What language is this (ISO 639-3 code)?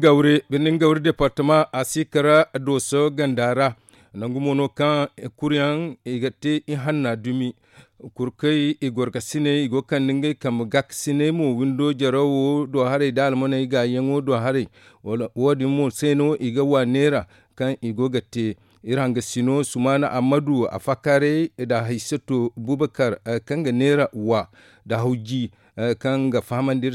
dje